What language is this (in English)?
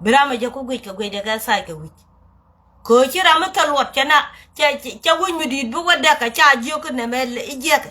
Nuer